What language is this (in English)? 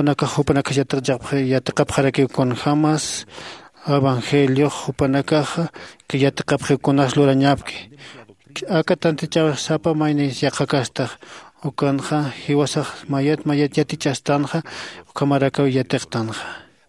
Aymara